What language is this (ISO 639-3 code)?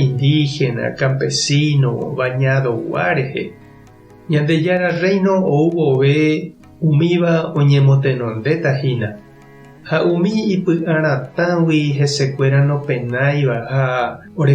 grn